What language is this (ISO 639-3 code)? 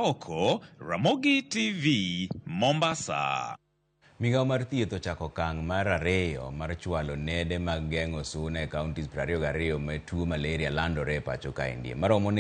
luo